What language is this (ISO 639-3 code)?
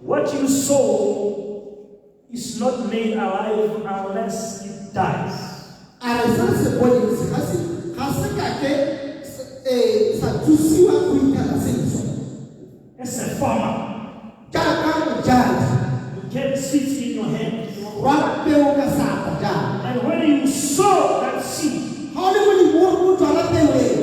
tsn